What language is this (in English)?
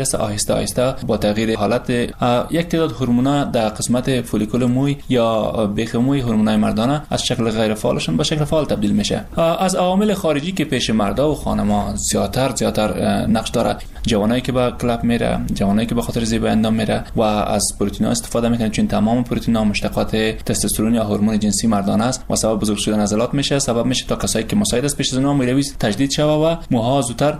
Persian